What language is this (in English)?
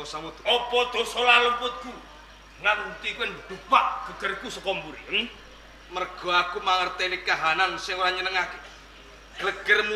Javanese